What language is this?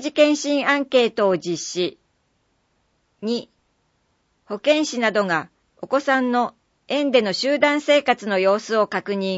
Japanese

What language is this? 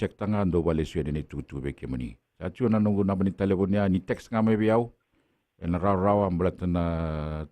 Fijian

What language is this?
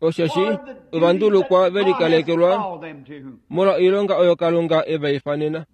Kuanyama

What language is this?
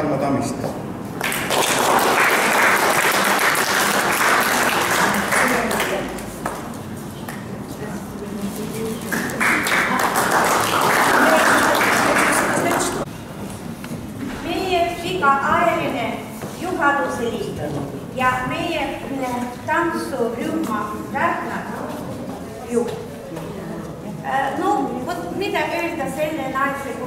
Estonian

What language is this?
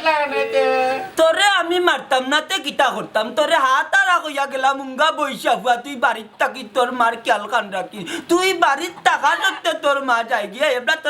Sylheti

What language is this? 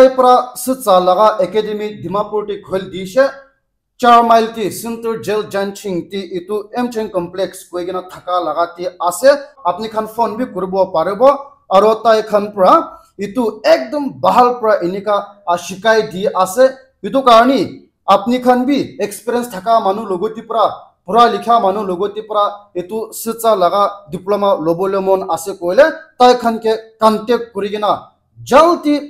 Naga Pidgin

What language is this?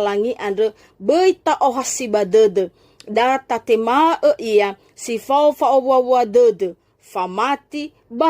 Nias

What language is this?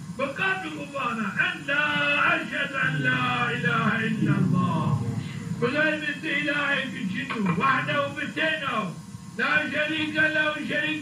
Zaza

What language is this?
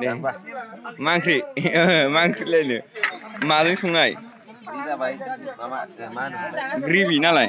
Bodo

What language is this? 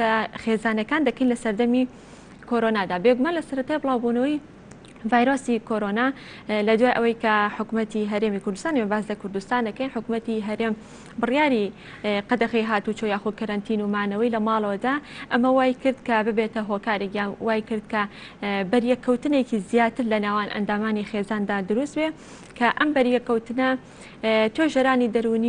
Central Kurdish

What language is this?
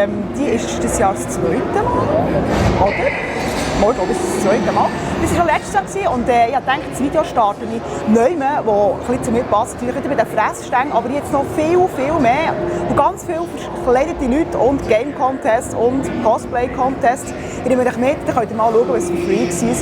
Swiss German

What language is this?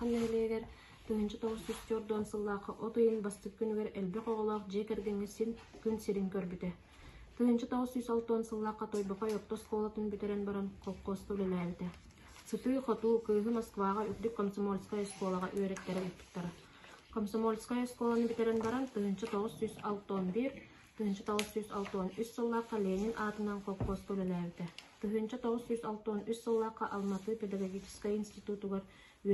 Yakut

